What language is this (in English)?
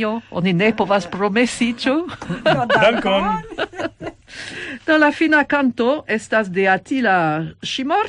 Esperanto